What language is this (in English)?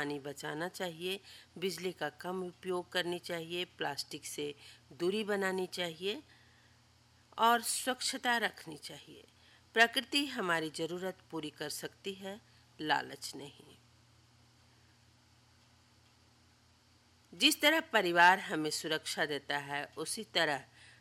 Hindi